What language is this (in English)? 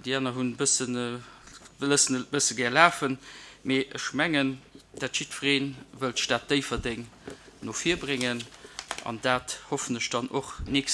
Luxembourgish